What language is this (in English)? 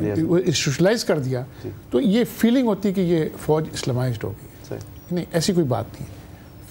Urdu